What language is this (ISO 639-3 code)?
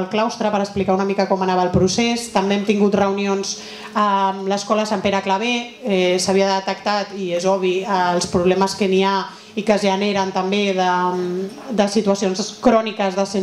cat